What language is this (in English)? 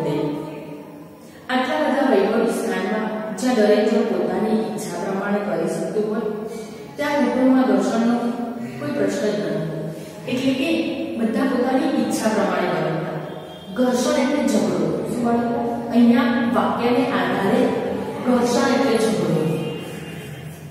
Gujarati